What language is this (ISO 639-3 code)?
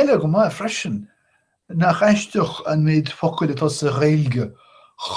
gle